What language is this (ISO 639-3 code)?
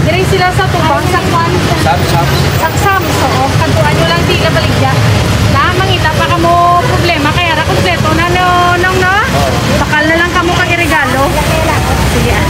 hil